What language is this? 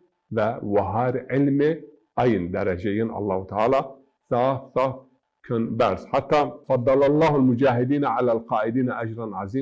Zaza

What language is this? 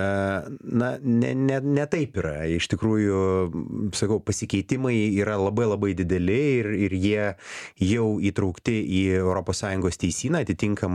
Lithuanian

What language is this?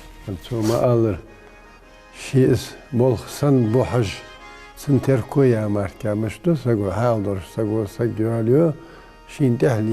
Ingush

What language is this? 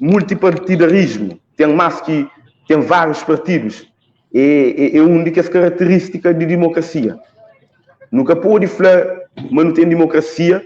Kabuverdianu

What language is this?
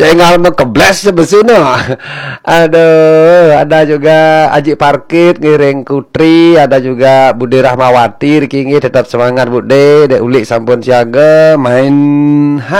Balinese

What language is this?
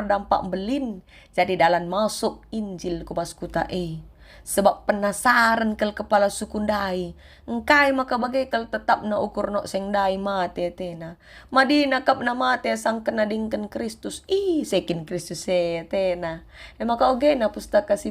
Batak Karo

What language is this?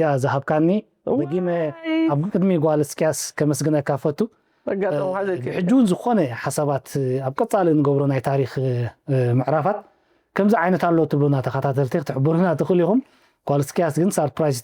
Tigrinya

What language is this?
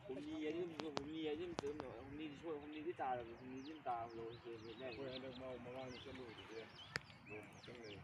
Manipuri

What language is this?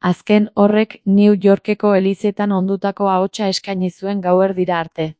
Basque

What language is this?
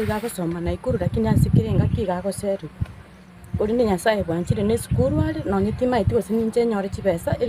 Gusii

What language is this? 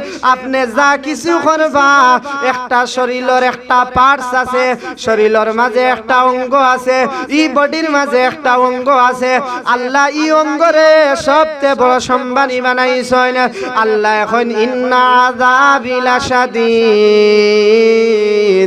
Sylheti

